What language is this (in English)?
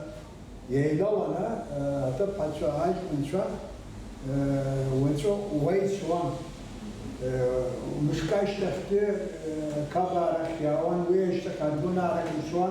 Abkhazian